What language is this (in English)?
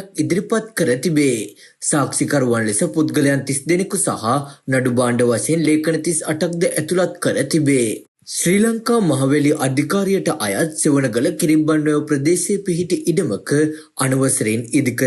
Sinhala